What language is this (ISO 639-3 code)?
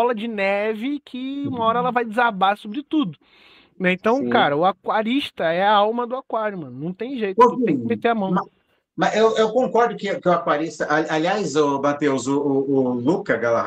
por